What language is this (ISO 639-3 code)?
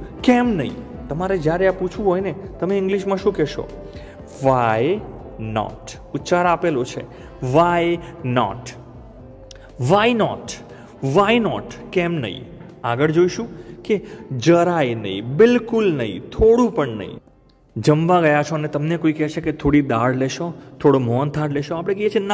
guj